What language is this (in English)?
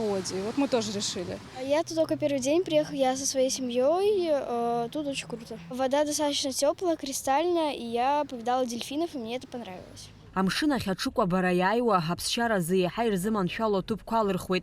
Abkhazian